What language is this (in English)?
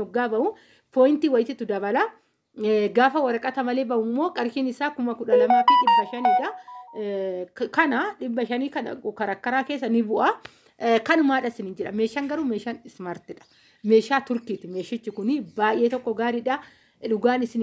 Oromo